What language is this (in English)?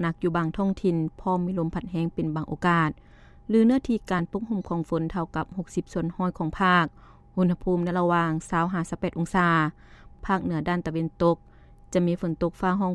Lao